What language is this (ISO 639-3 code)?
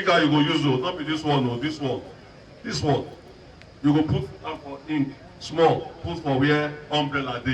pcm